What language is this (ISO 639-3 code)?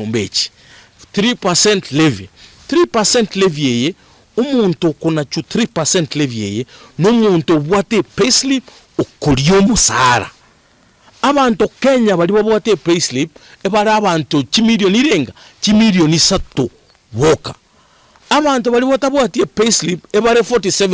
guz